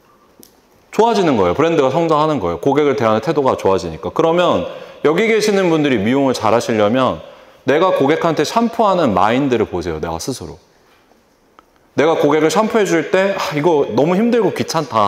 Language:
Korean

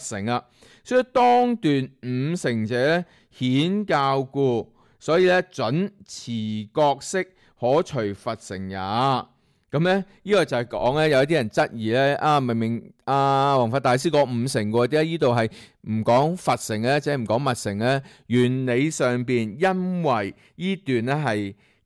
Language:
Cantonese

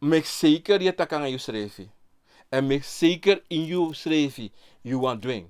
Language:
Sranan Tongo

